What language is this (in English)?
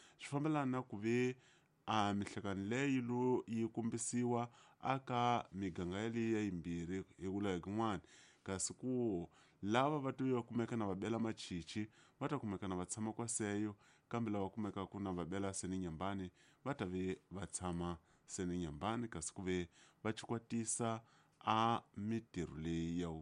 Tsonga